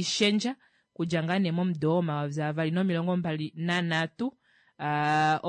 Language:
Kuanyama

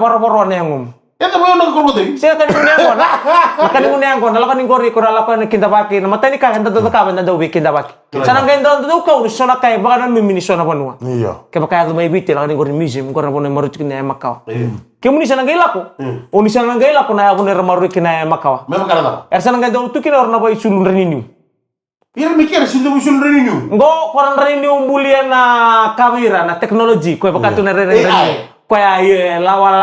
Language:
Fijian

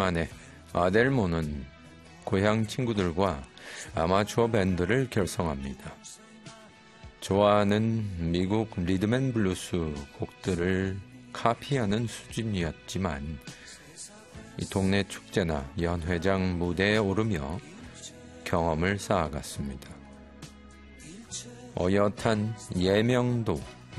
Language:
Korean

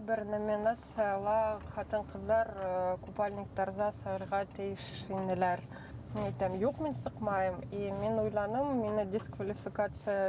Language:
Bashkir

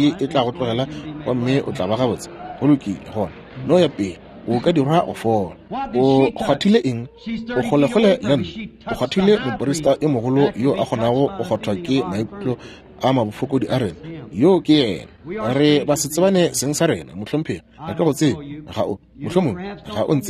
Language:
Northern Sotho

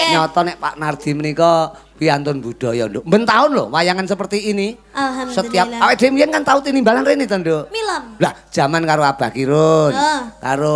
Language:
Javanese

